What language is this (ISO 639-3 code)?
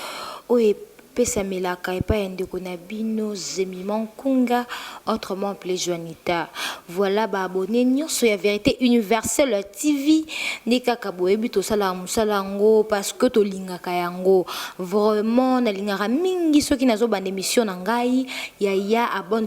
lin